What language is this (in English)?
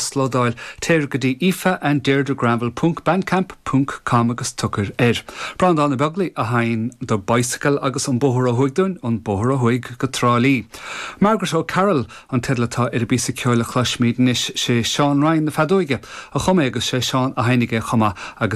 Irish